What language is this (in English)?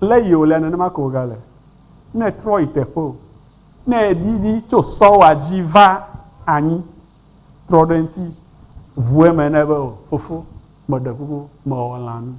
Ewe